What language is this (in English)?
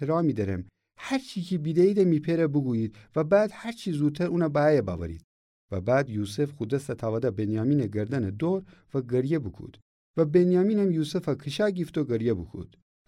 Gilaki